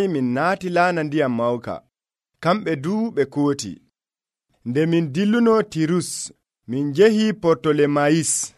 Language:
Nigerian Fulfulde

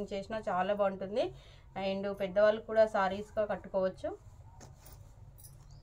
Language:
Telugu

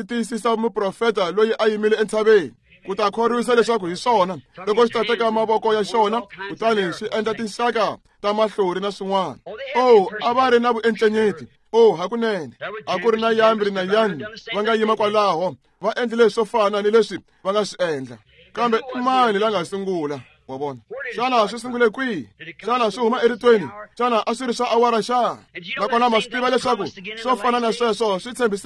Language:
Tsonga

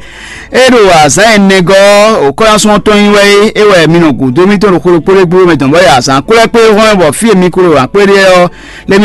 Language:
Fon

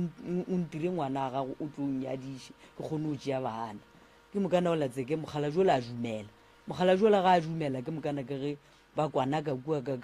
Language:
Northern Sotho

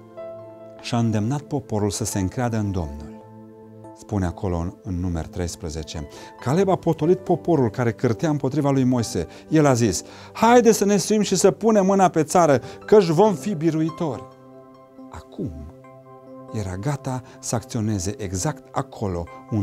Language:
Romanian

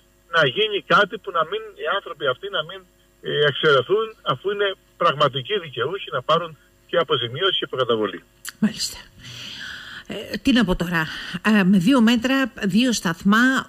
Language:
Greek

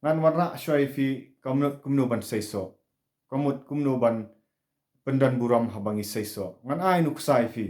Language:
Khasi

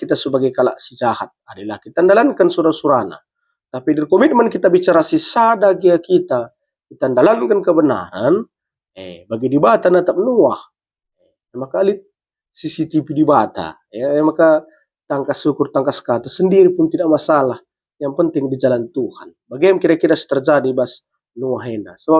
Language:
Batak Karo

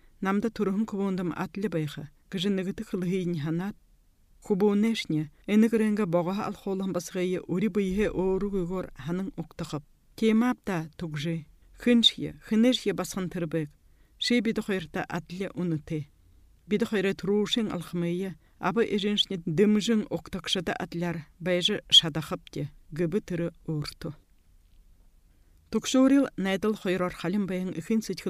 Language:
Buriat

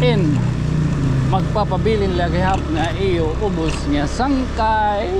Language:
Waray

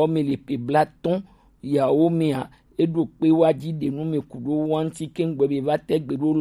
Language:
Gen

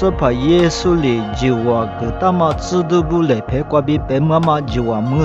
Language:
Lisu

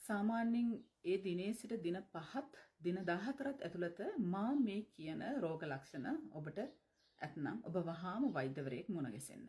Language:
Sinhala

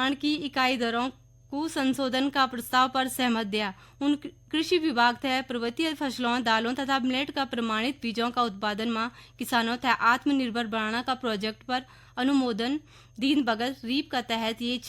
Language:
Garhwali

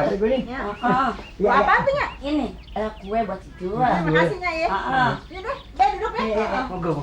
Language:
Betawi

